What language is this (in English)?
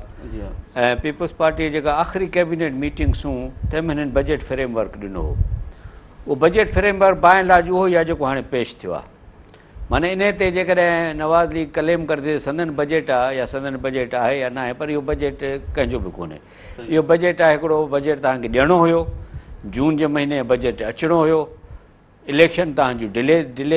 Sindhi